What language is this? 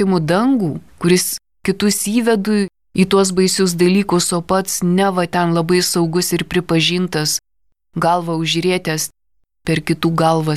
Lithuanian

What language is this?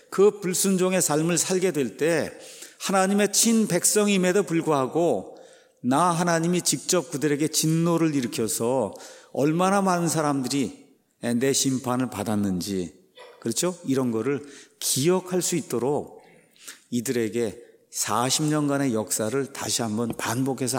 Korean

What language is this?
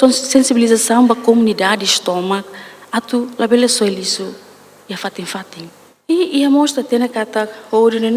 Tetum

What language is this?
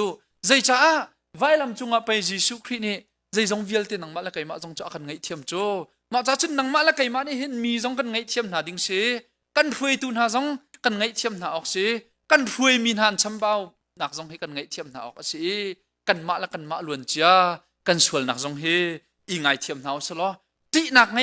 Hakha Chin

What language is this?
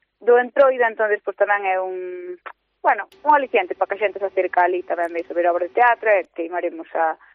Galician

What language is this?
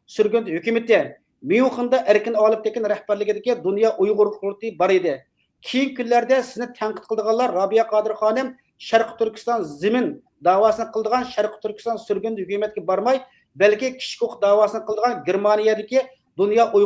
Uyghur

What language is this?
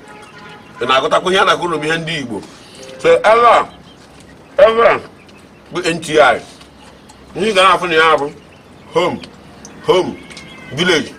Igbo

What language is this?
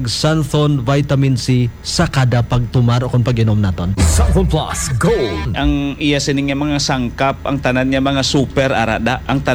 Hiligaynon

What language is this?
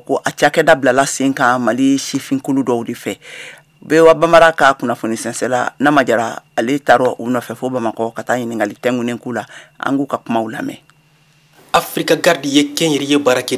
Bambara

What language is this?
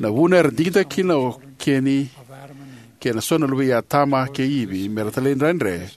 Fijian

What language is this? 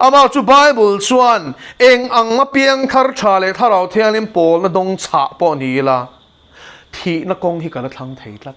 Mizo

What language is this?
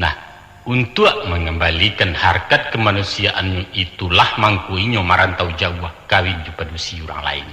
Minangkabau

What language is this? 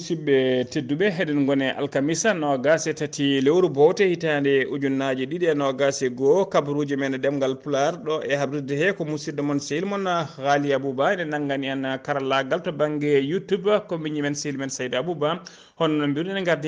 Fula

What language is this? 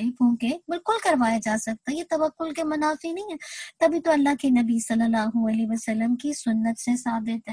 Urdu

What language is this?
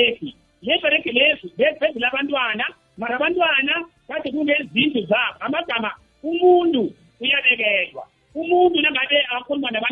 South Ndebele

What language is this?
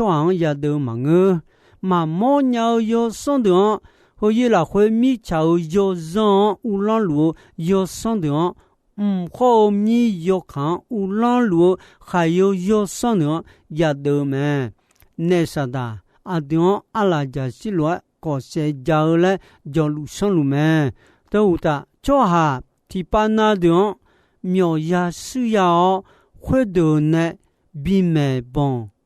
Akha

